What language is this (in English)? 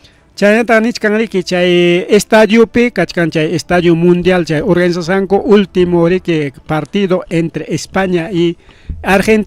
Ayacucho Quechua